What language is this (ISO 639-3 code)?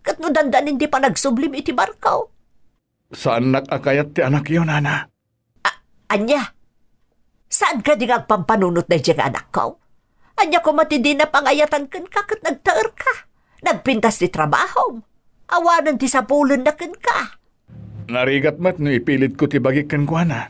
ilo